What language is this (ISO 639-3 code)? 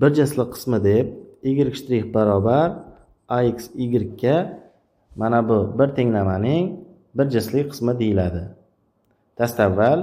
uzb